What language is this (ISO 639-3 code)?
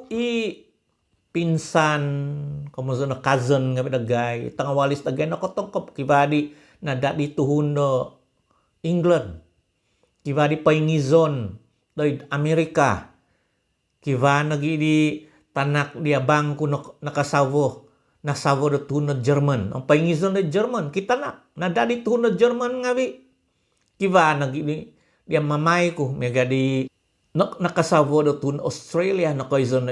dtp